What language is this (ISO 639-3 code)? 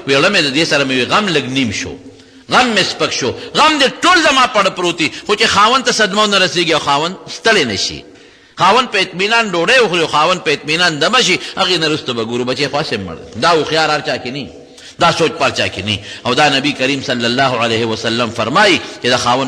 pus